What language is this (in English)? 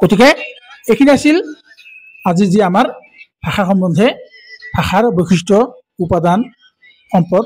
Assamese